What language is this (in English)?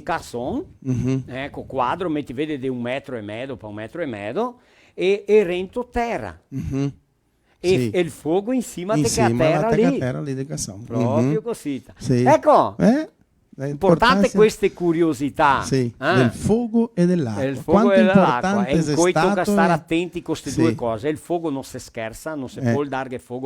Venetian